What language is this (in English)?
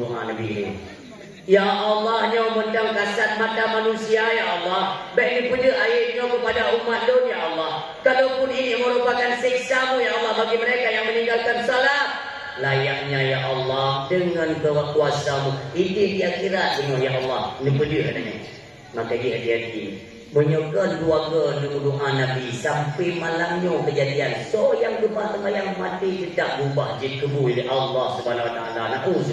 Achinese